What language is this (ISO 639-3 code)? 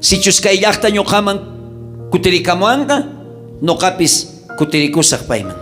quh